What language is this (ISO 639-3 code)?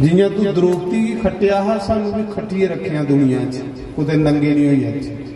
doi